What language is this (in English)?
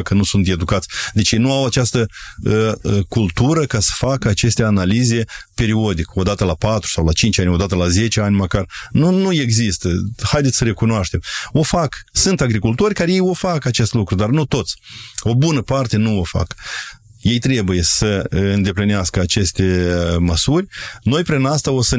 Romanian